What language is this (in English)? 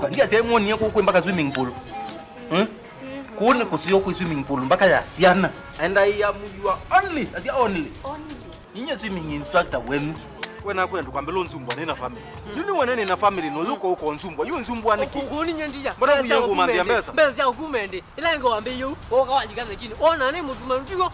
Kamba